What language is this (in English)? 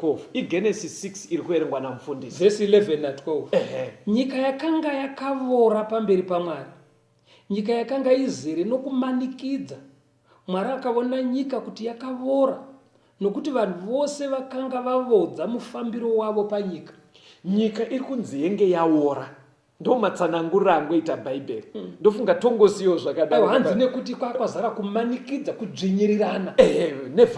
Shona